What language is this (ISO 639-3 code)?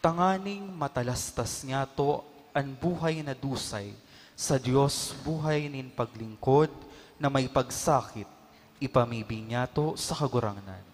bik